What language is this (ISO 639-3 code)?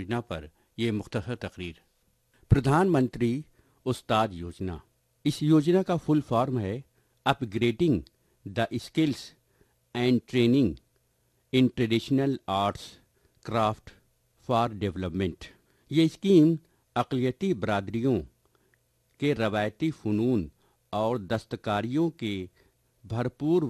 urd